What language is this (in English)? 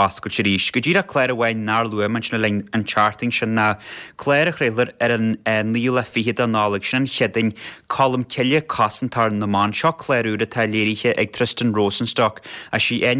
Irish